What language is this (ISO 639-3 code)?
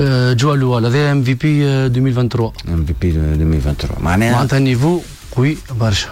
aeb